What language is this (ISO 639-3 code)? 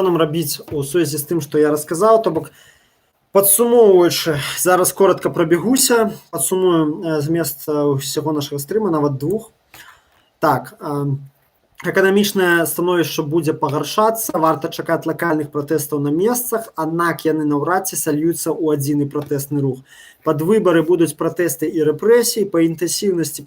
bel